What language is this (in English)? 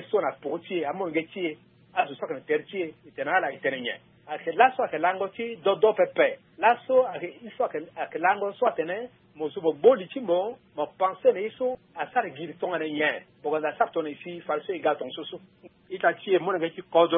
Sango